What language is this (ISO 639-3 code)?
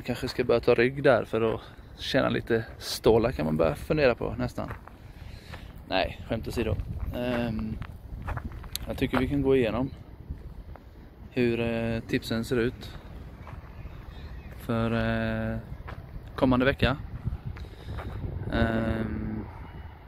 swe